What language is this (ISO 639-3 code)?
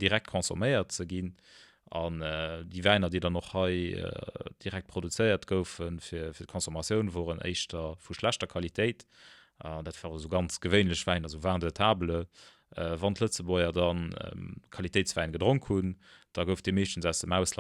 ltz